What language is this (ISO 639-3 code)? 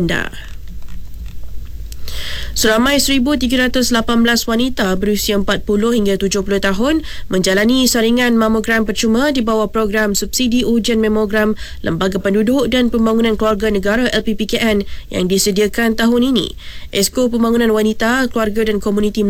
msa